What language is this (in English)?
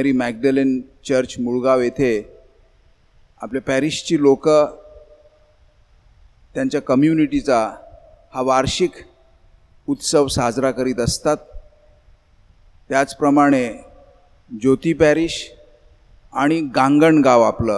Marathi